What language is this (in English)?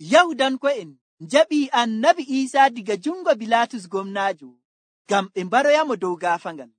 Nigerian Fulfulde